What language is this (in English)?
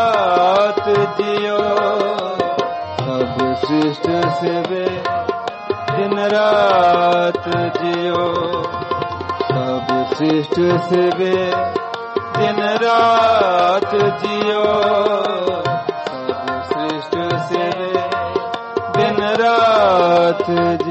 Hindi